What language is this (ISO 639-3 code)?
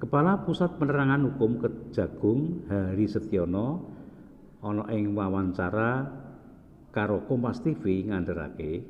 jav